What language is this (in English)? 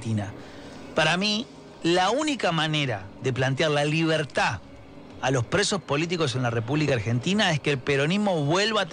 Spanish